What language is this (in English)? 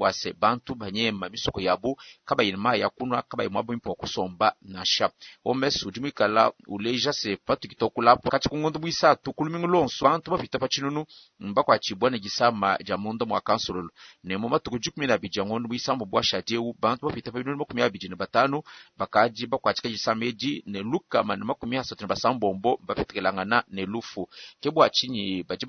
Luba-Lulua